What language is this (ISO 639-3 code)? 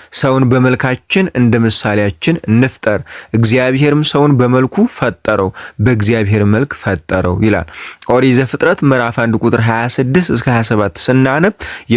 amh